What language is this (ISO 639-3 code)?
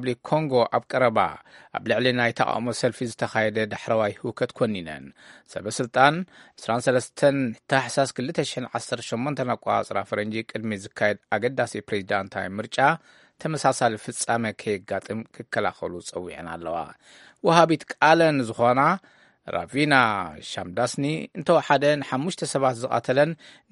tir